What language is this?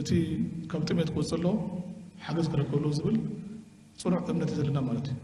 Tigrinya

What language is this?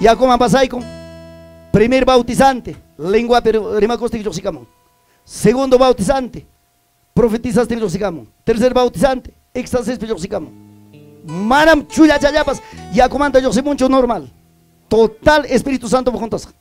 Ayacucho Quechua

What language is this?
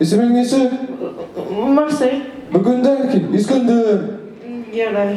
Bashkir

